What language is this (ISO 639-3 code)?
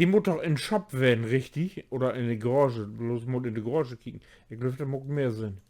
nds